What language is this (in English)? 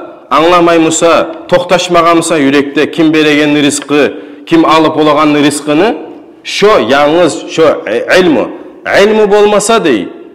Kumyk